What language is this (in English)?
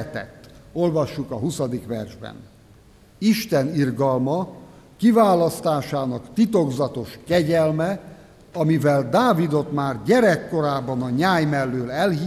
Hungarian